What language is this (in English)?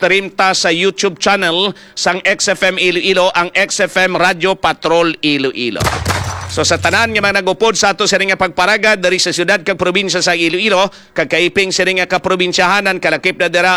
Hiligaynon